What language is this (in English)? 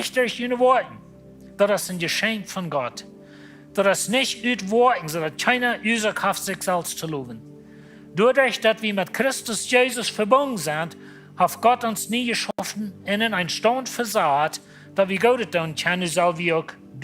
Plautdietsch